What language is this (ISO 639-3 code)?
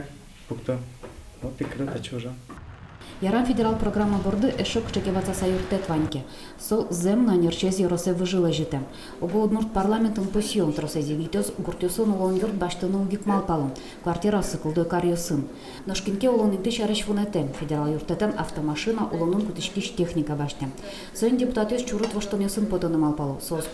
udm